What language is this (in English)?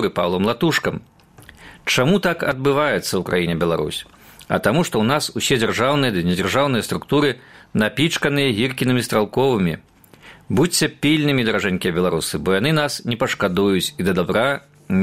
Belarusian